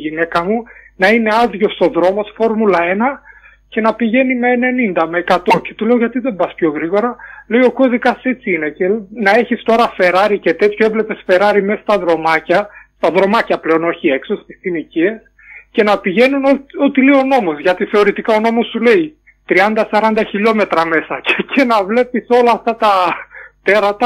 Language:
Greek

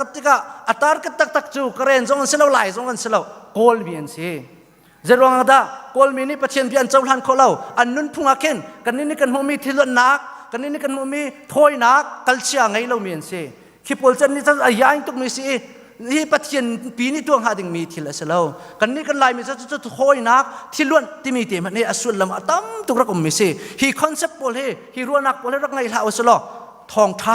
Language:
Hakha Chin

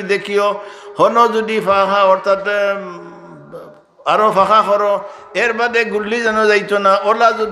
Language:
Sylheti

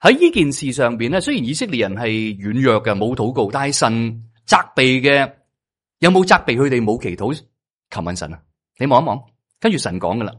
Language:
Cantonese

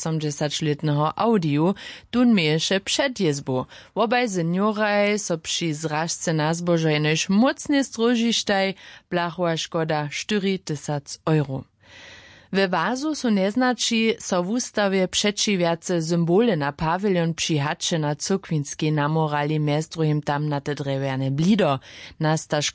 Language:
Upper Sorbian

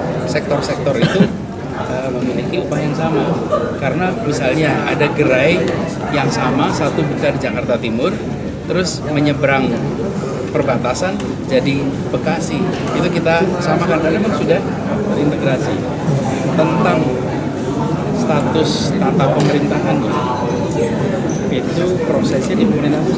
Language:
Indonesian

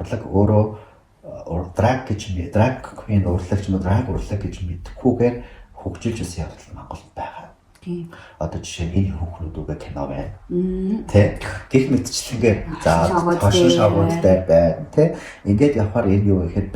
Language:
Mongolian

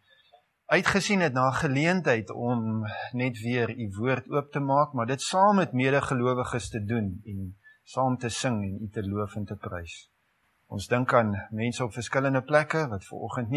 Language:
Afrikaans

